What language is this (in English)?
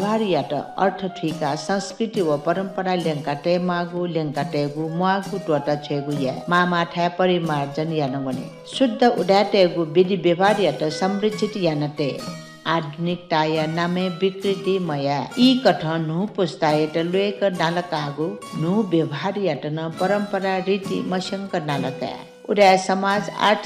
Newari